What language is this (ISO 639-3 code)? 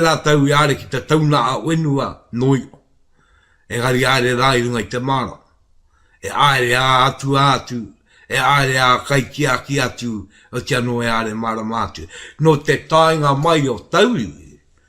mri